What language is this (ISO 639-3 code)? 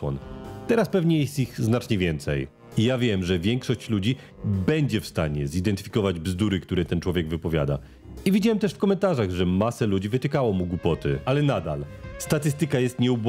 pol